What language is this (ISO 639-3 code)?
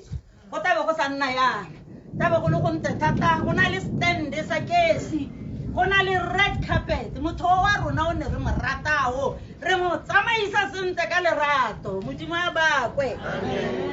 tsn